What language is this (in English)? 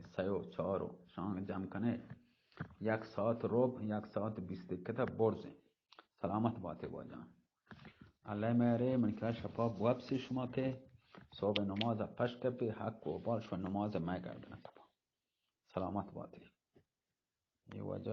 Eastern Balochi